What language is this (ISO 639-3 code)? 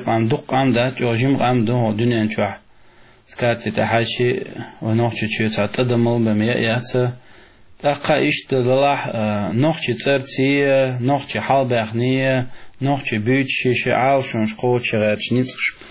che